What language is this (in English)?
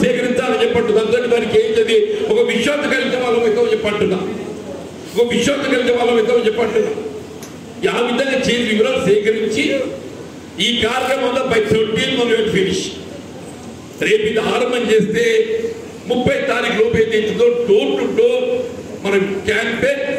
Telugu